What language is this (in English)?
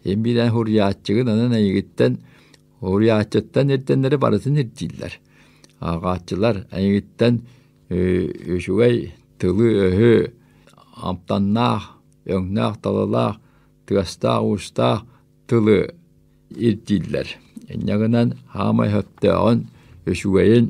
Yakut